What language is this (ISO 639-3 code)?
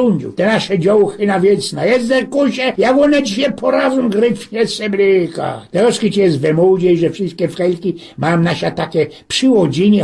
szl